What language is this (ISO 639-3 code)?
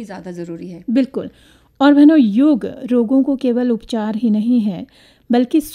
hin